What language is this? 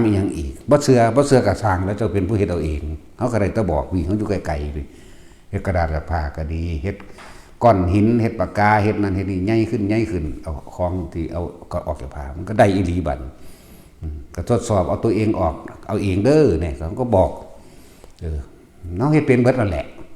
Northeastern Thai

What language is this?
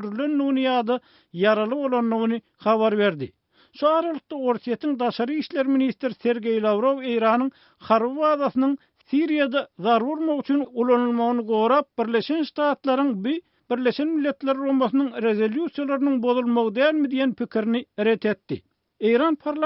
Turkmen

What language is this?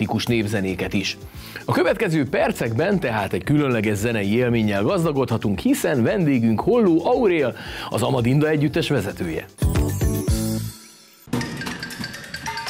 Hungarian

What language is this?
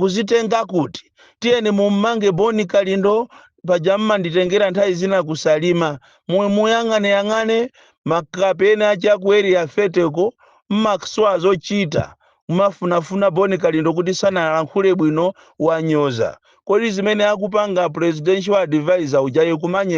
Nyanja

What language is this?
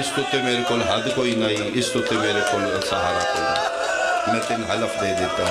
Pahari-Potwari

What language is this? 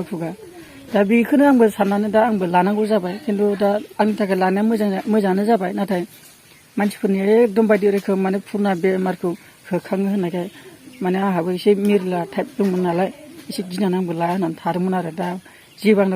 Bodo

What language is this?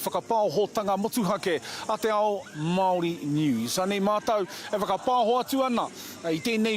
Māori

